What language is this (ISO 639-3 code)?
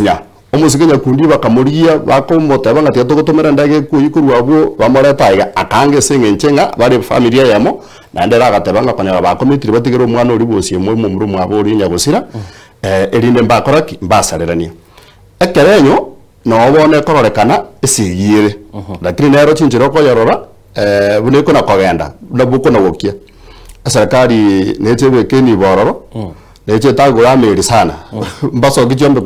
guz